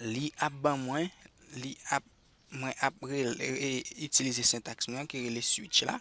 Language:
Haitian Creole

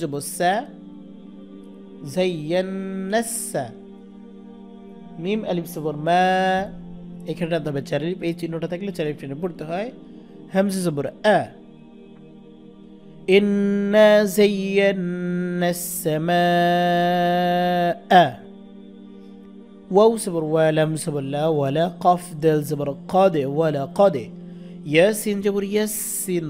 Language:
Bangla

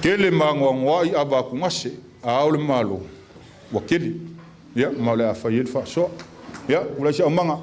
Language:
Samoan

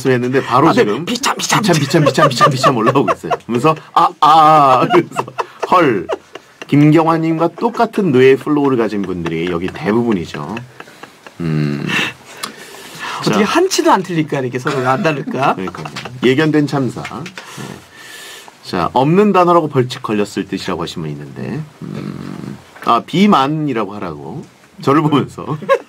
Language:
Korean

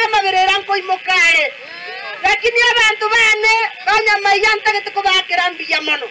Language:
Gusii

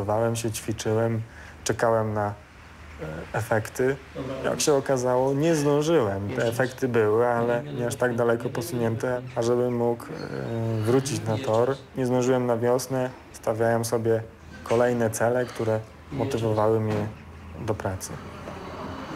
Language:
Polish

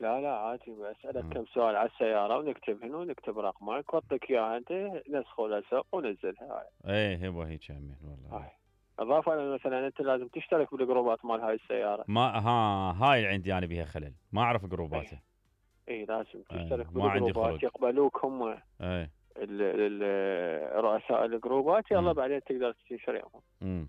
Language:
Mesopotamian Arabic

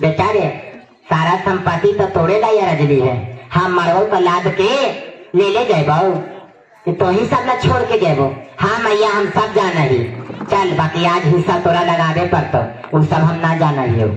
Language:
Magahi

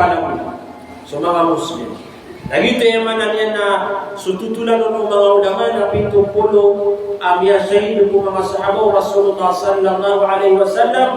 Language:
Maranao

